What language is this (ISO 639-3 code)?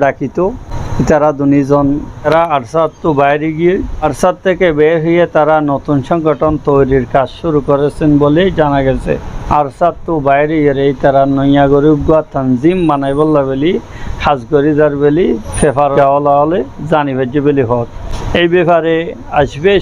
rhg